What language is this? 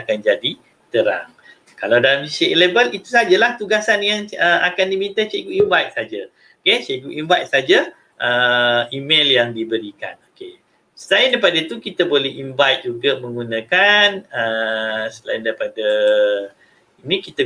Malay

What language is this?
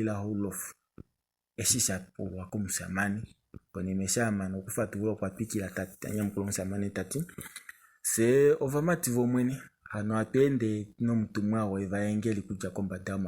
Kuanyama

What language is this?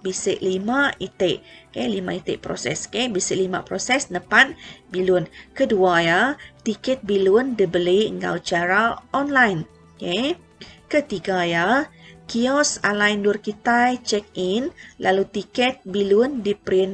Iban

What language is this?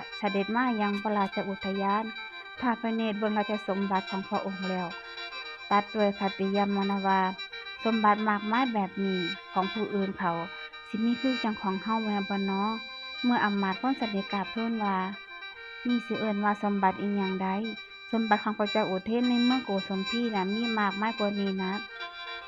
Northeastern Thai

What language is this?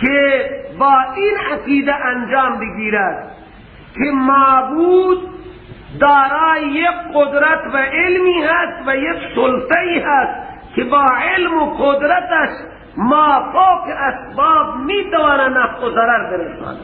Persian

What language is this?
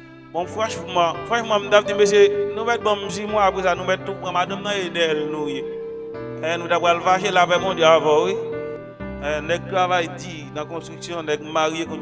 Haitian Creole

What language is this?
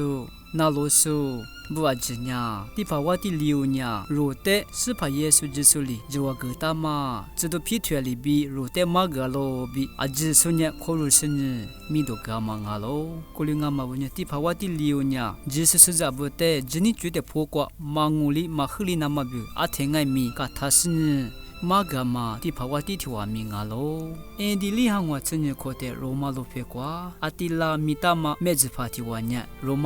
Lisu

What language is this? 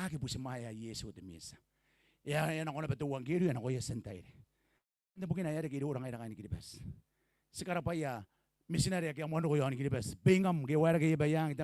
Gilbertese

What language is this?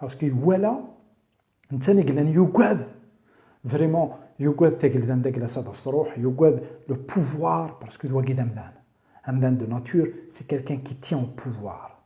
Kabyle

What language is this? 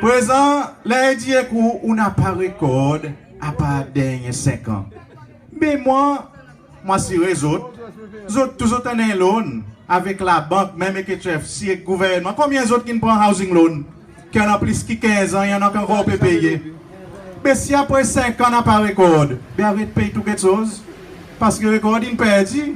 Seselwa Creole French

